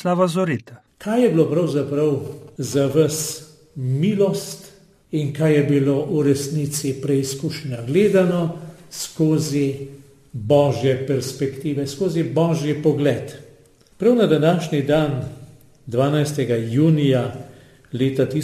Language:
Slovenian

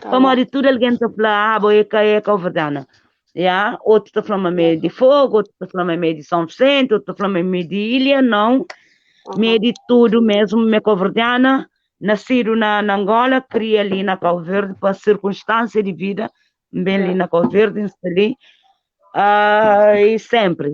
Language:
Kabuverdianu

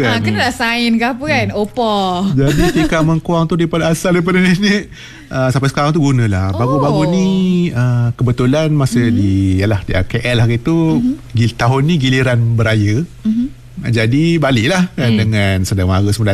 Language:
Malay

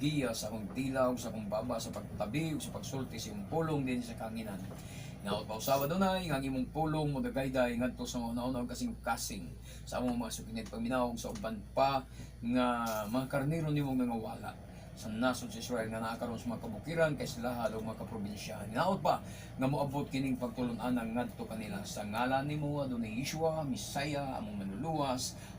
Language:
Cebuano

